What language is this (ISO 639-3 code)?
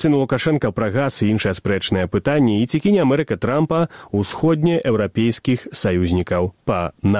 bel